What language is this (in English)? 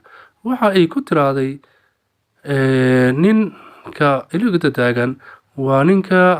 Somali